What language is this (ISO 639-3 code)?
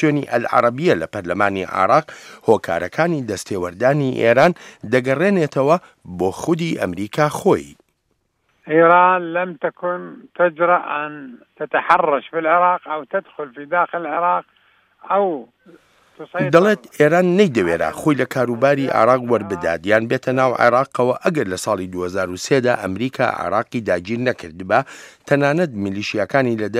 ckb